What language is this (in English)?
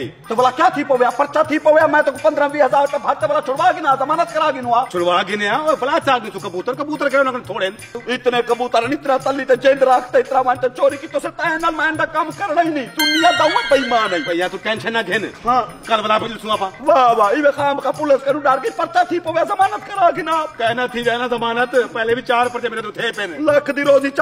Saraiki